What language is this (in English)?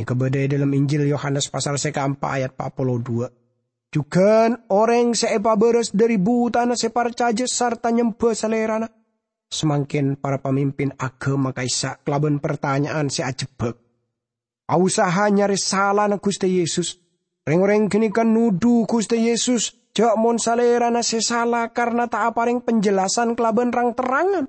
Madurese